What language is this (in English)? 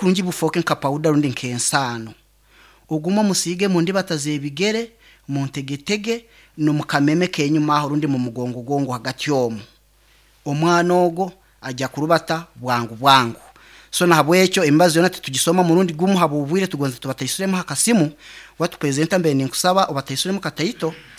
Nyankole